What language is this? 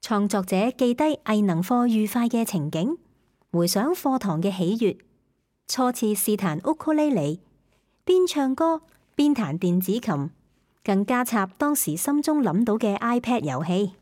Cantonese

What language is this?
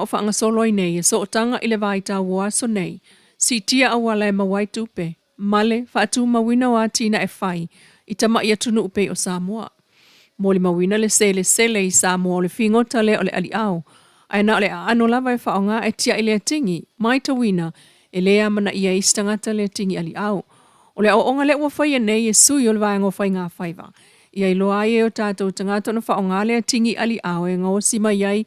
Samoan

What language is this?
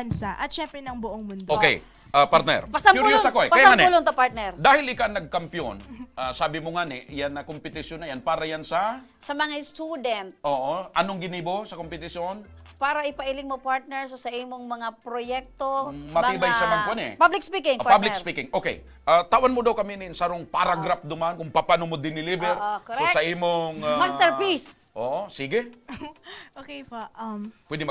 Bikol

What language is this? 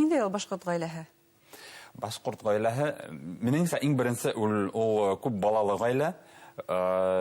Bashkir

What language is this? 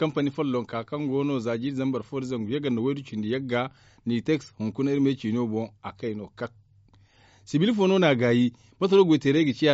Zarma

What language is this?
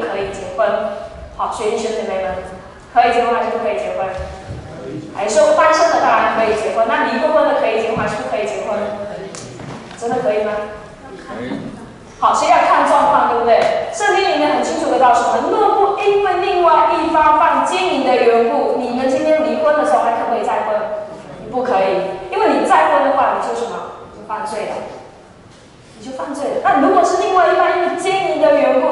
Chinese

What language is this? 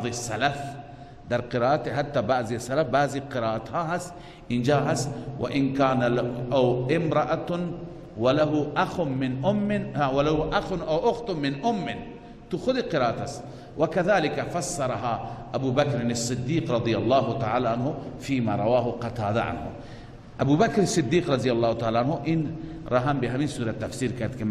Persian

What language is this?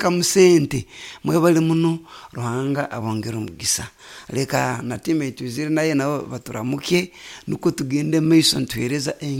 Nyoro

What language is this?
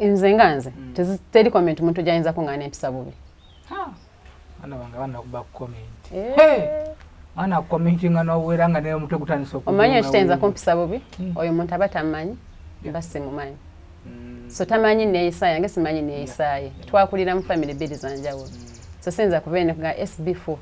Ganda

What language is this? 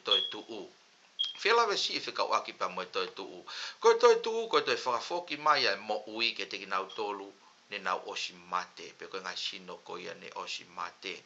Tongan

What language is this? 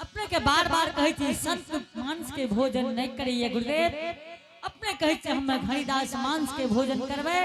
Angika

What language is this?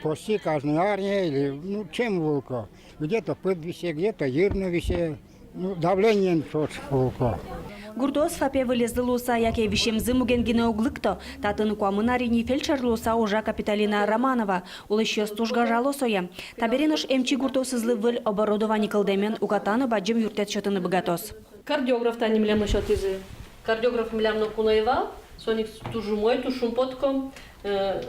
Udmurt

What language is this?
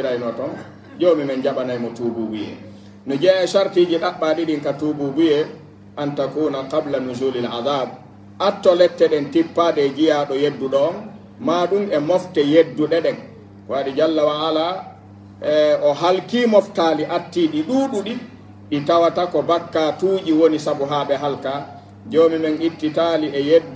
Pular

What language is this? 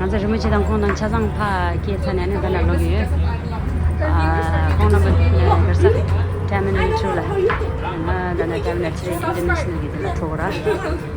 Tibetan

